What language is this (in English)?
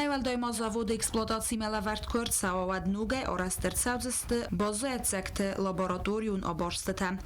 Ossetic